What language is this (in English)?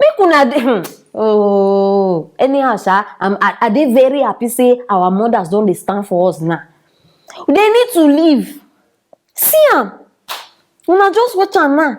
Nigerian Pidgin